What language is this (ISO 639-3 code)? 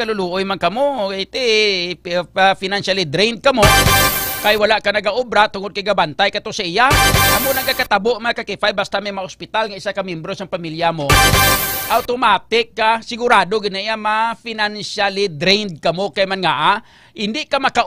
hil